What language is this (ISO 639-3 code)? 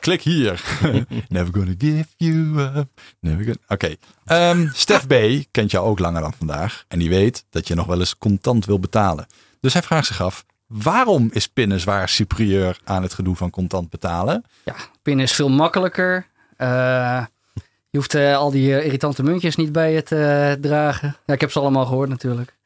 nld